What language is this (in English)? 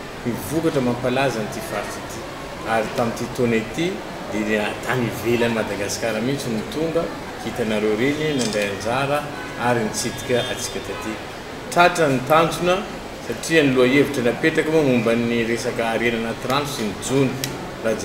Malagasy